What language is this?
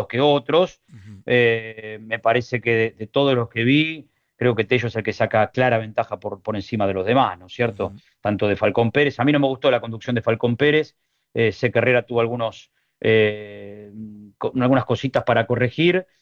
Spanish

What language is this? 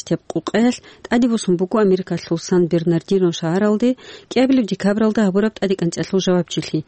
Avaric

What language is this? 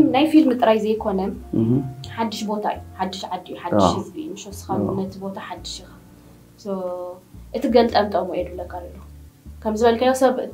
Tigrinya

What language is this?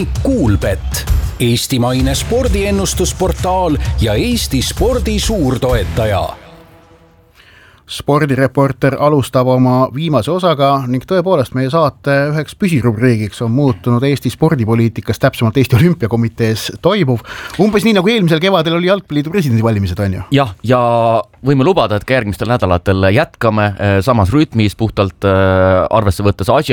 Estonian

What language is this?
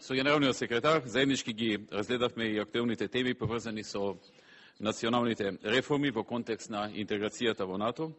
Macedonian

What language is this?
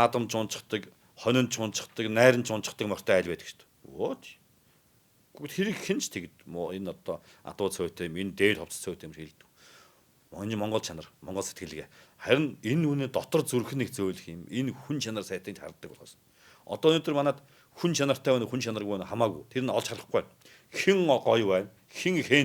Mongolian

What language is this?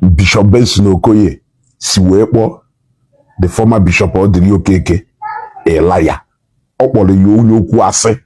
Igbo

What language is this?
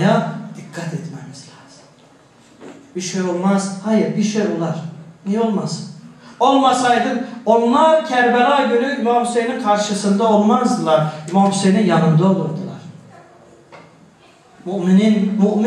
Turkish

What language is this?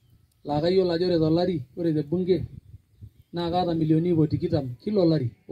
Masai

